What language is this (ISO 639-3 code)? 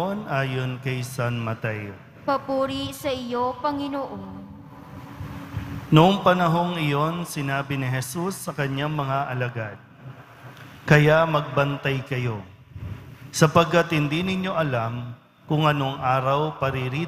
fil